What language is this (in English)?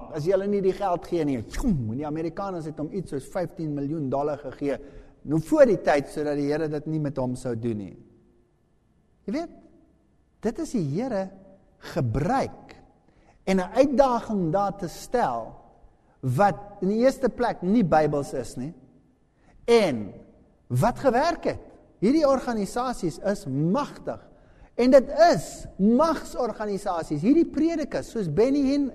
Afrikaans